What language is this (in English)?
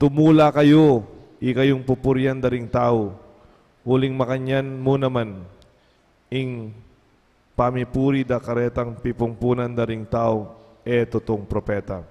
Pampanga